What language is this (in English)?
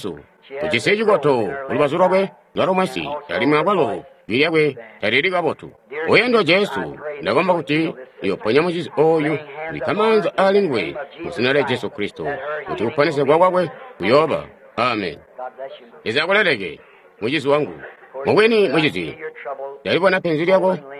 Tonga (Zambia)